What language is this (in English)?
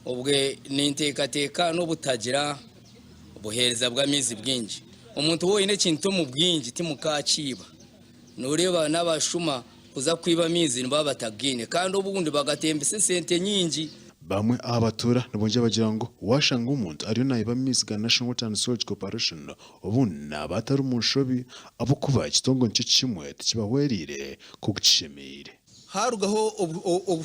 Nyankole